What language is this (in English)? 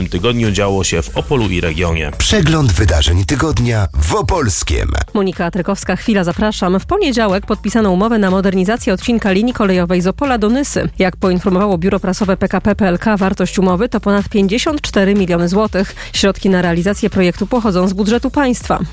Polish